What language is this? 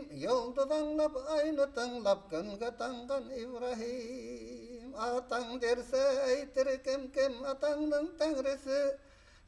Bashkir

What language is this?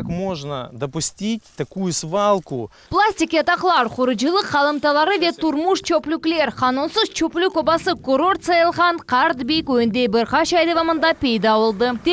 Crimean Tatar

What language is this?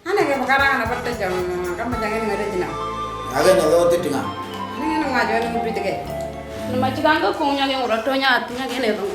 Moro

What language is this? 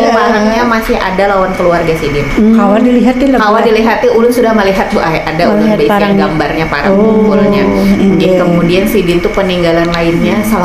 Banjar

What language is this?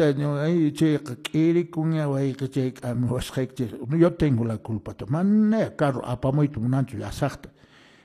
Quechua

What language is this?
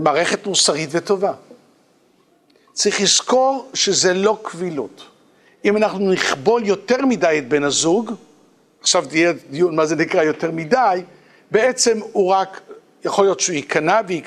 Hebrew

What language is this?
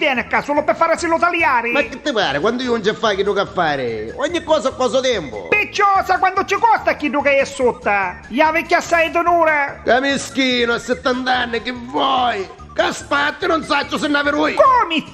Neapolitan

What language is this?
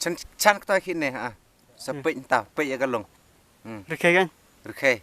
Khasi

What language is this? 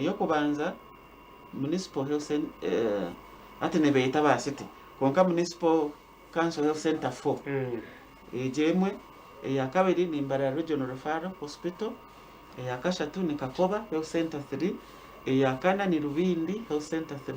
Nyankole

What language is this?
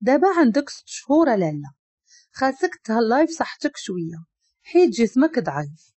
Moroccan Arabic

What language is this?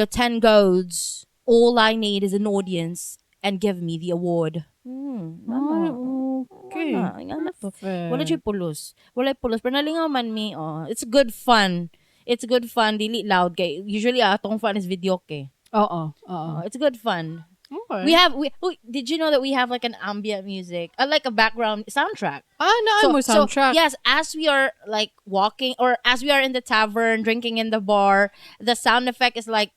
Cebuano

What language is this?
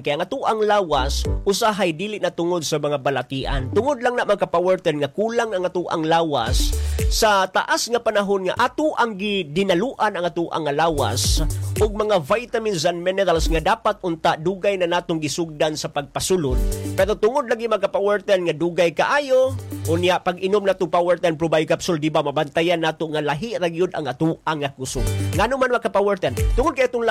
Cebuano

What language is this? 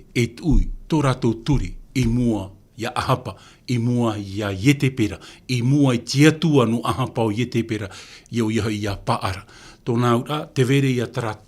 Tahitian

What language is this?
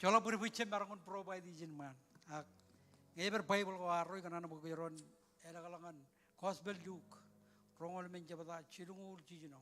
Marshallese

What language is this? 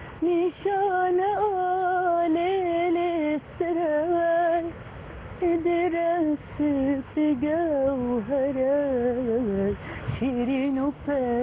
Kurdish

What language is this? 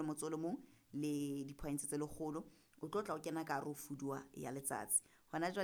Southern Sotho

